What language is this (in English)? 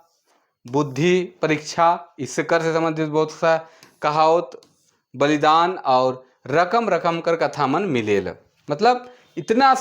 Sadri